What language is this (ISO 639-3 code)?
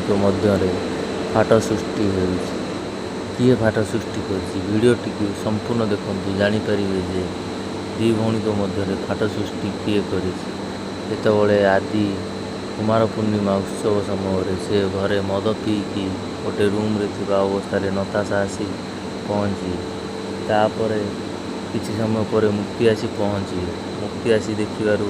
ori